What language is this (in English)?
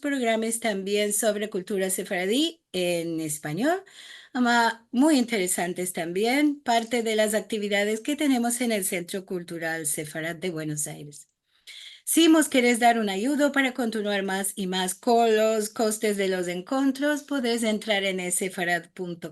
Ladino